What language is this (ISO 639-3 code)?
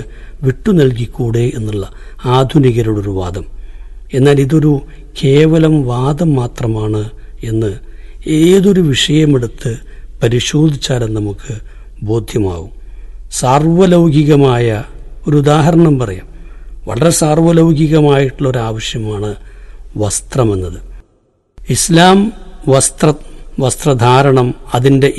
mal